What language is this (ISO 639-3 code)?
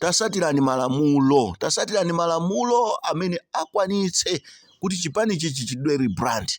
nya